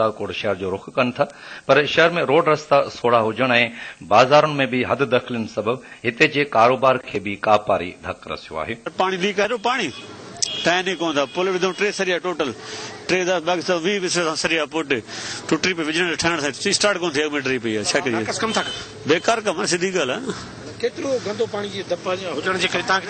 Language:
Sindhi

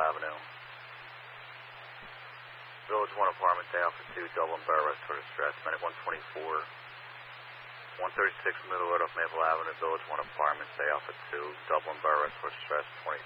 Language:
English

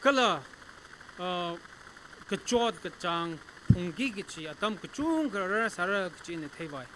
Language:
Tangkhul Naga (India)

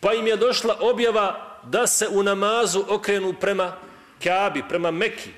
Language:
Bosnian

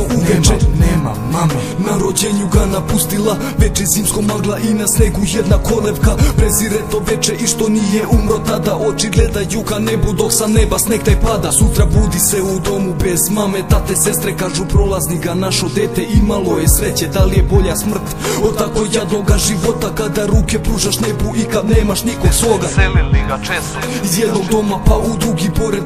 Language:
Serbian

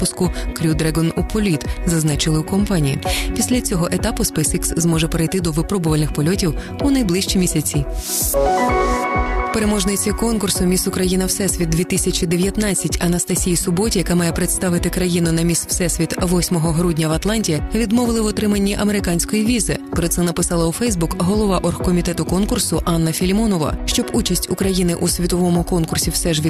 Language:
Ukrainian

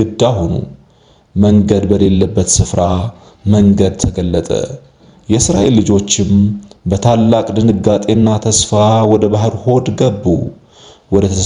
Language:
Amharic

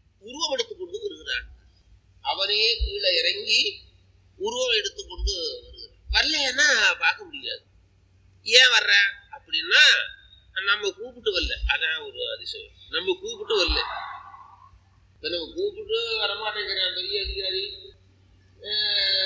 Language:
Tamil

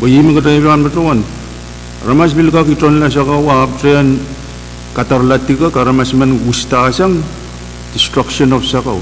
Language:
Pohnpeian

